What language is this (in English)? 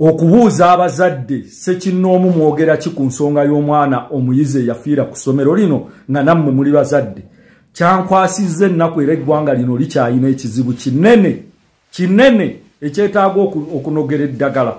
Ganda